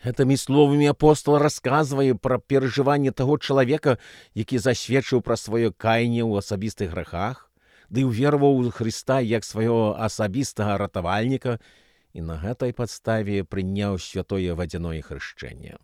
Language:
Belarusian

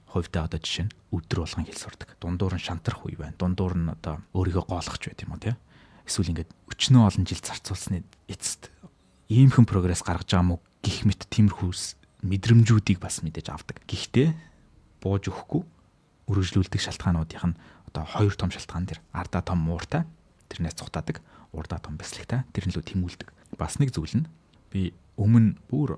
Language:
Mongolian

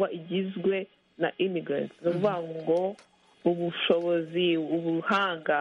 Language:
Kinyarwanda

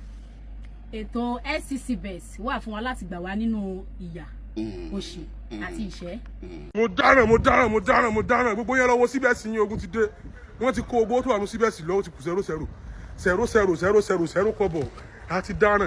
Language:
Yoruba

